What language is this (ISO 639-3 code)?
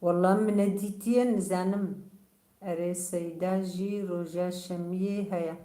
kur